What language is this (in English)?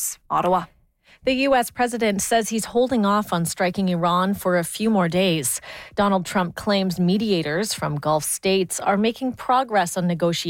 English